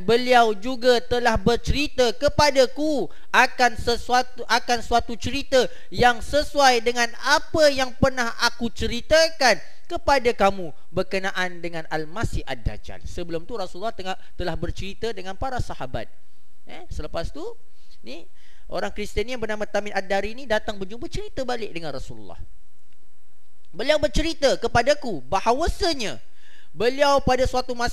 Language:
Malay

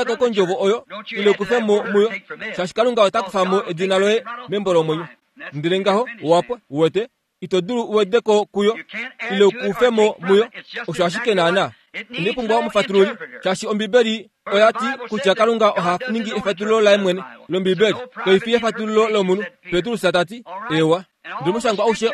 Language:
Kuanyama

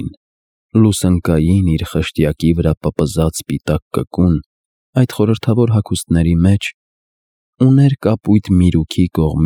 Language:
Armenian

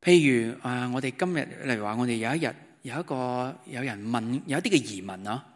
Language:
Cantonese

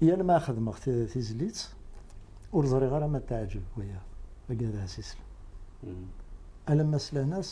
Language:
Kabyle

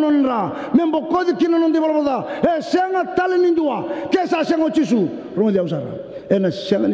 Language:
Fijian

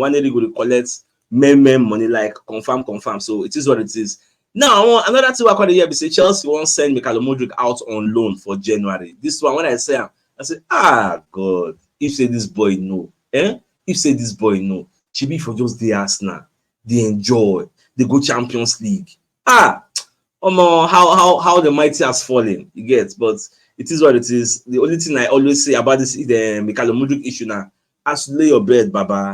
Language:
Nigerian Pidgin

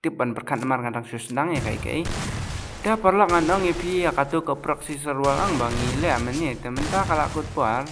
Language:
Khasi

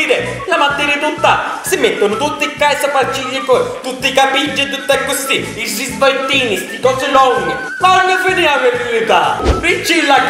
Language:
Sicilian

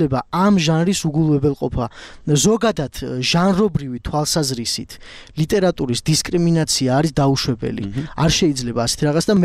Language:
Georgian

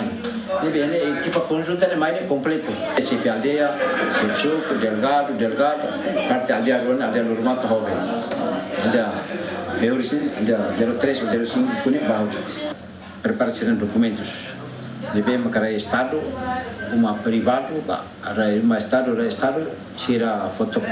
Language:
Tetum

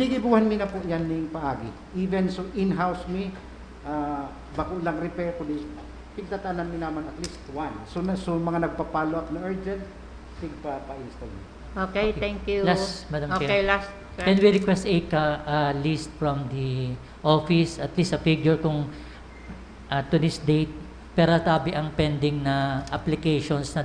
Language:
Bikol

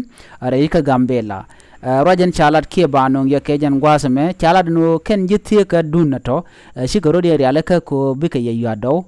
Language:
Nuer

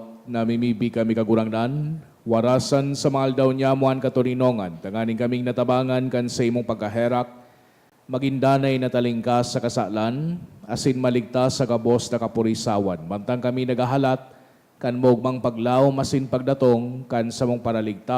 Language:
Bikol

